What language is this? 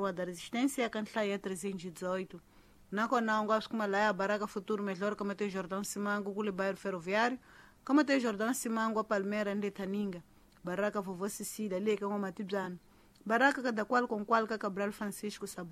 Tsonga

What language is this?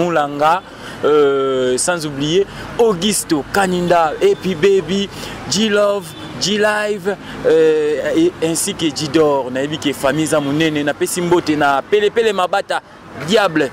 Lingala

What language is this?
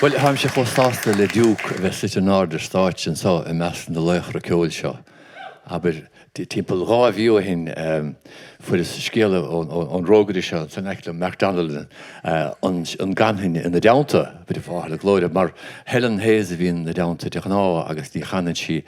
Irish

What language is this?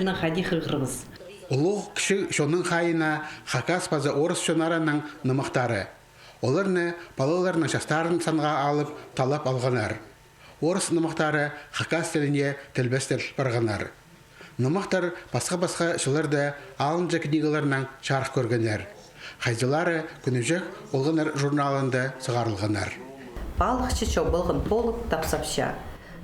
Khakas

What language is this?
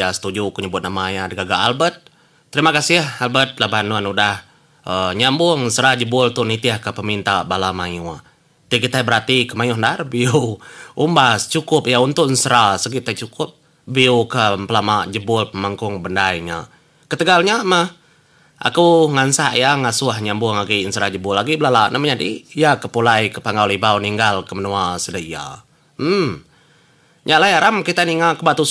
Iban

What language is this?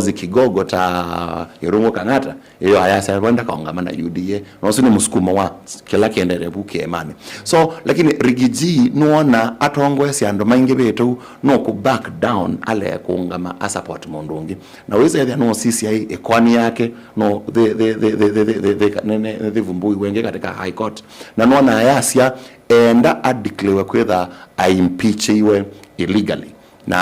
Kamba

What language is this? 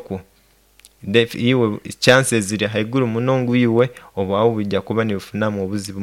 Nyoro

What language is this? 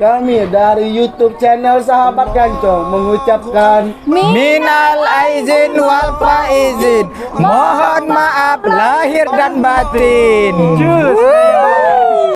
Musi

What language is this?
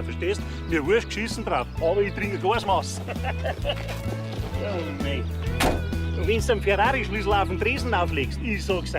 Bavarian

